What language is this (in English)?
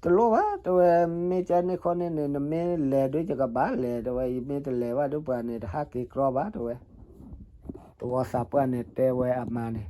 S'gaw Karen